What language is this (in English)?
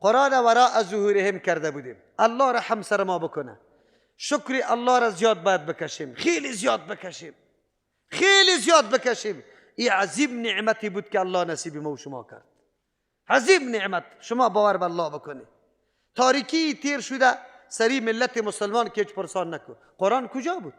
Persian